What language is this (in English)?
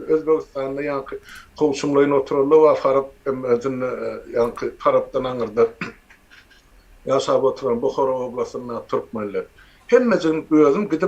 Turkmen